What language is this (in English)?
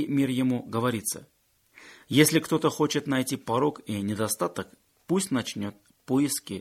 Russian